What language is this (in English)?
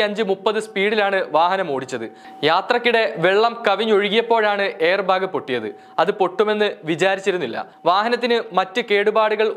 Malayalam